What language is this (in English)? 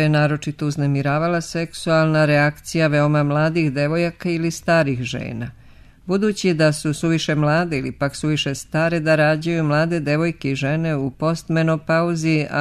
Serbian